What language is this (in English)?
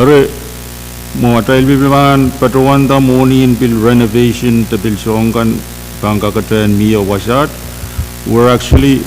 Pohnpeian